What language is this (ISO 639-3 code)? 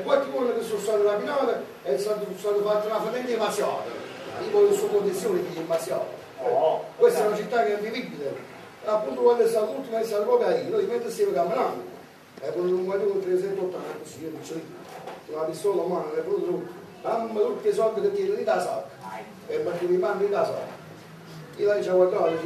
nap